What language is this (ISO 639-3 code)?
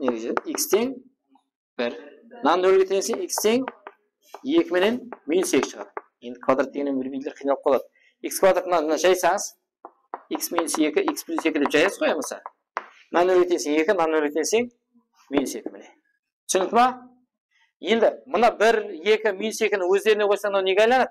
kaa